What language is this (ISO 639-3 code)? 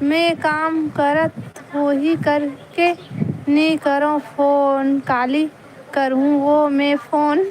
hne